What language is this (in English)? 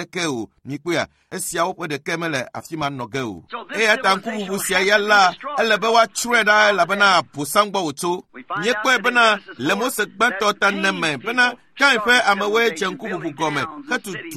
Ewe